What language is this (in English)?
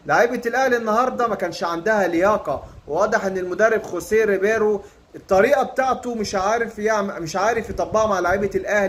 Egyptian Arabic